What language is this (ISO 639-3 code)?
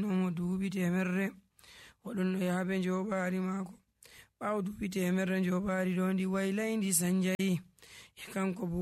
fuv